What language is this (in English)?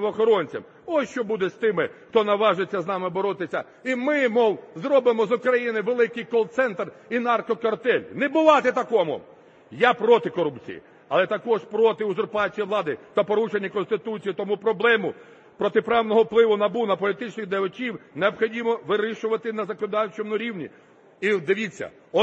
Ukrainian